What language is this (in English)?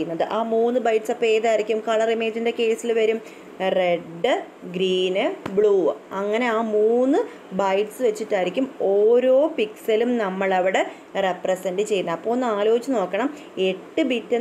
Malayalam